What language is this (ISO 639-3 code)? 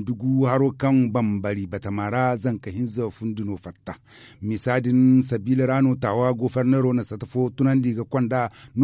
dje